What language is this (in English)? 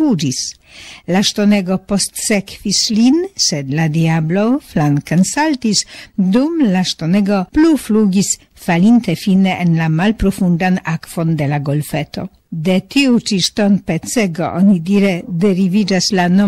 Esperanto